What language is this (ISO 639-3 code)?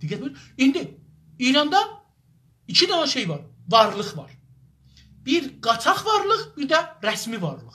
azb